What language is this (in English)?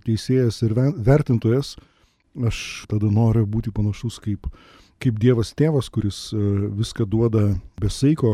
Lithuanian